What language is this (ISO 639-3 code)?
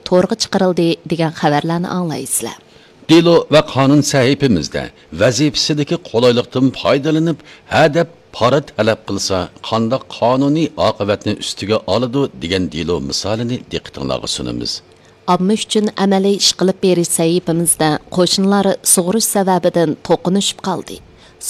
uig